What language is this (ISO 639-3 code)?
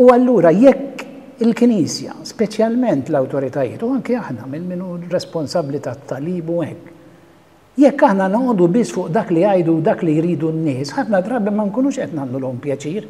mlt